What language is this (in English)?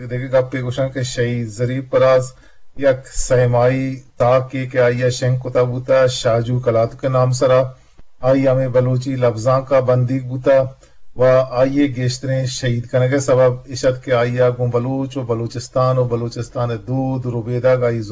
Eastern Balochi